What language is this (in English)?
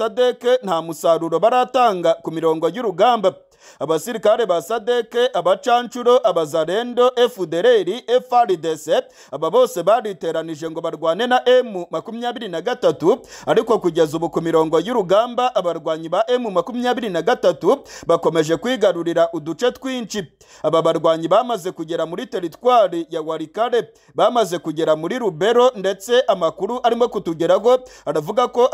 Kinyarwanda